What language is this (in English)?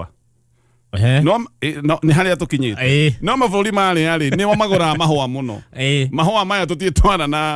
Kikuyu